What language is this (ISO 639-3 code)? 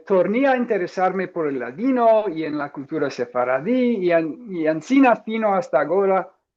lad